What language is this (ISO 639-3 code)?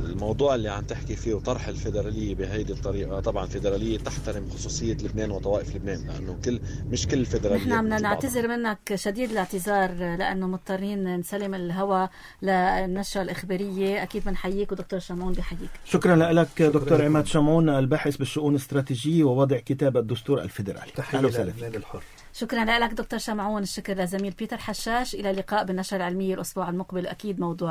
apc